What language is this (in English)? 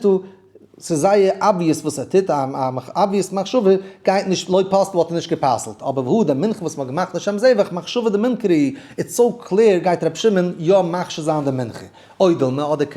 Yiddish